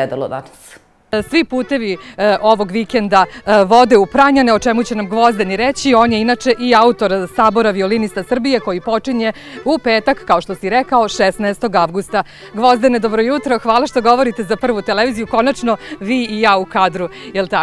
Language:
Serbian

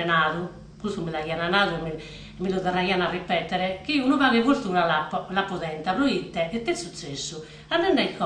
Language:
Sardinian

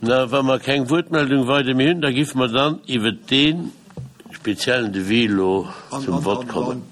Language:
Luxembourgish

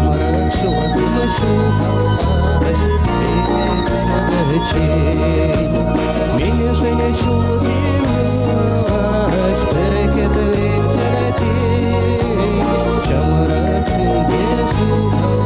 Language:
Chuvash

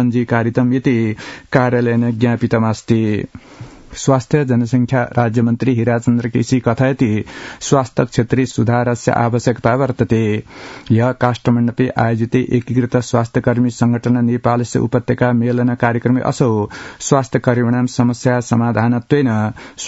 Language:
Sanskrit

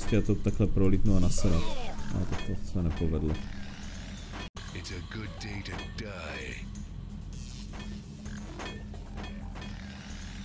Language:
Czech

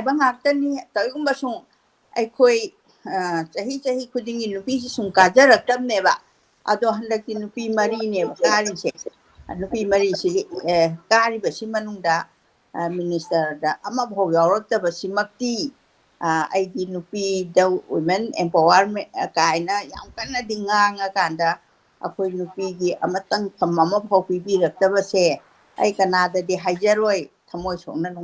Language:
Manipuri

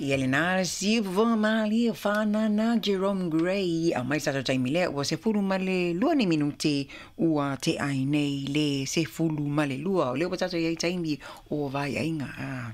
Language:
Samoan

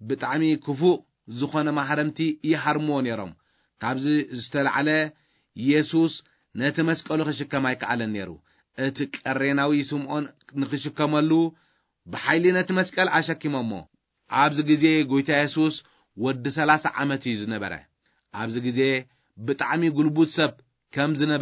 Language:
Tigrinya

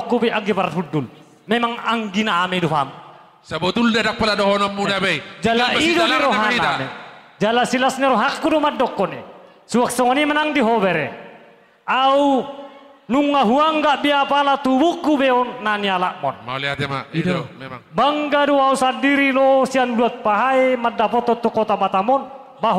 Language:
Batak Toba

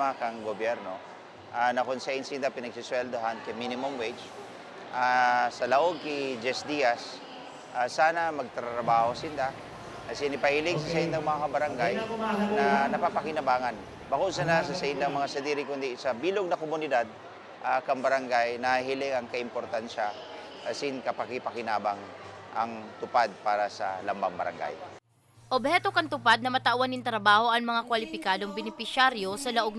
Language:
Bikol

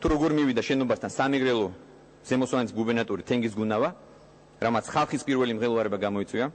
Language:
Georgian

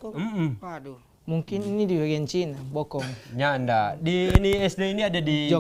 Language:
Manado Malay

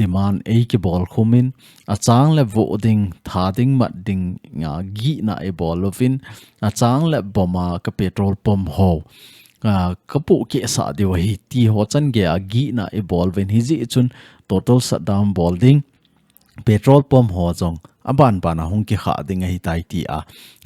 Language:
Thado Chin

